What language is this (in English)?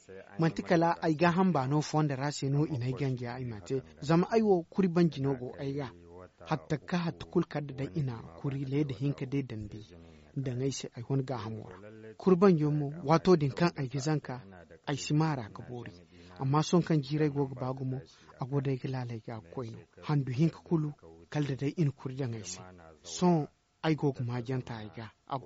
Zarma